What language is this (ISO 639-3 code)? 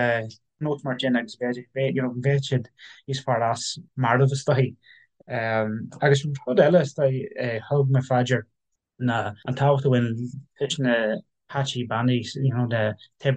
gle